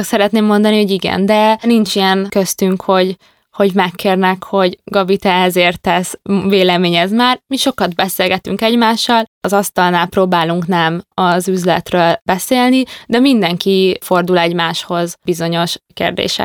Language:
Hungarian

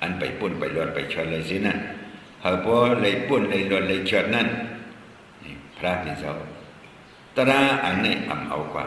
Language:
Shan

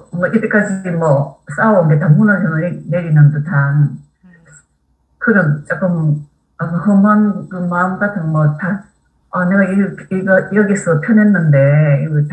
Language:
Korean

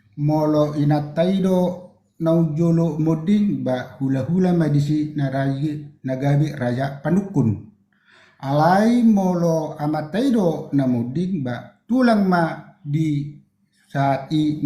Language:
Batak Toba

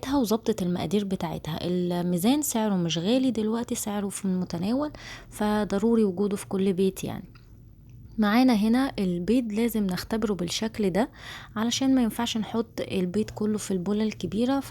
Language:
Egyptian Arabic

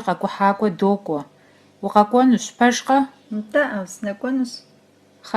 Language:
Kabardian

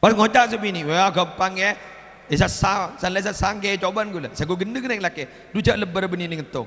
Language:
Madurese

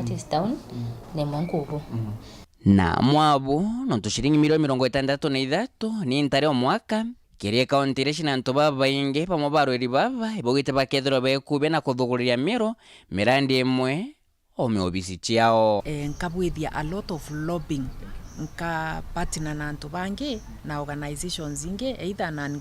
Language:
Meru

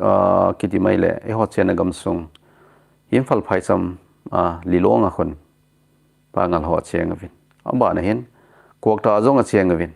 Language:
Thado Chin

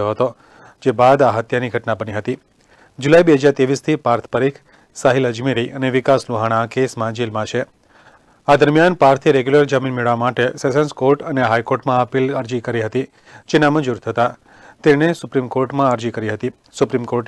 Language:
Gujarati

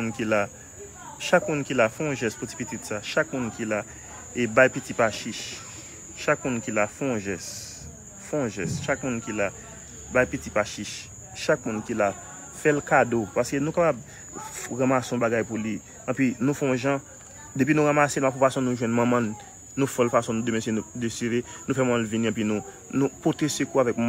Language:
Haitian Creole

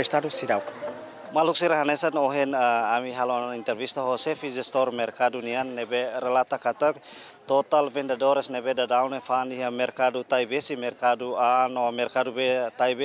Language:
Tetum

